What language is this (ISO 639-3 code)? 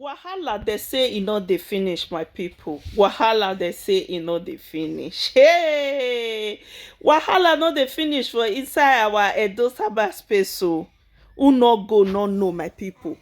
pcm